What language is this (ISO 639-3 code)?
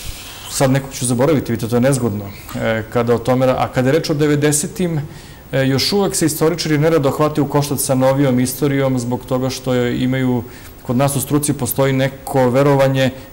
srp